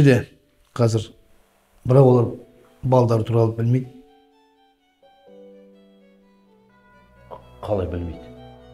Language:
Kazakh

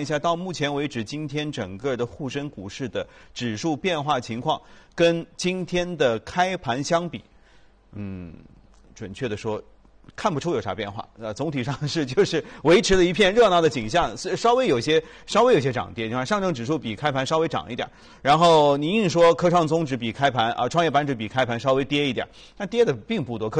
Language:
Chinese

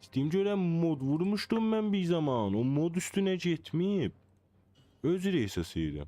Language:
South Azerbaijani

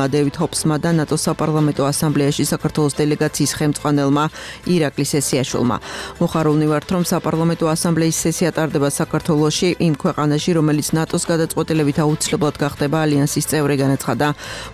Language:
Georgian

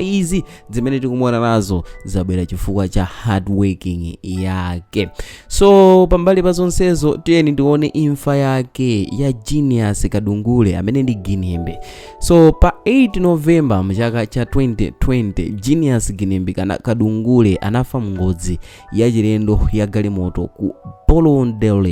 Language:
Nyanja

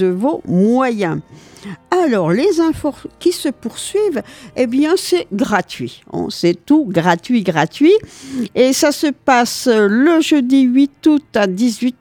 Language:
French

